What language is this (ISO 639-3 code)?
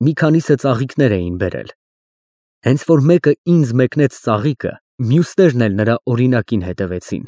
hye